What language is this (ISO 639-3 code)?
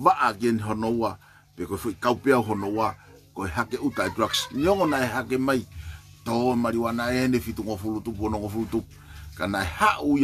ton